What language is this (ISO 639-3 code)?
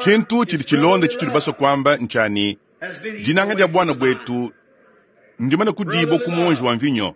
lua